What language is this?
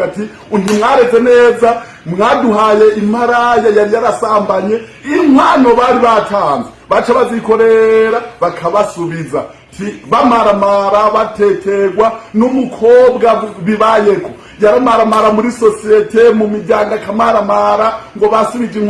Rundi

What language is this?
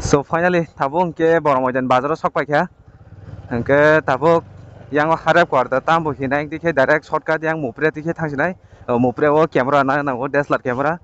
Kok Borok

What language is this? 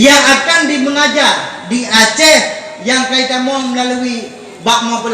Achinese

